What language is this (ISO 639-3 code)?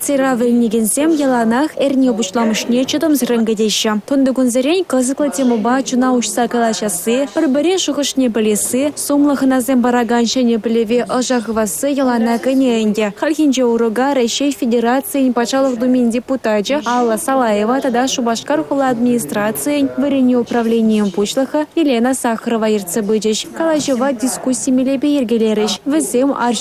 chv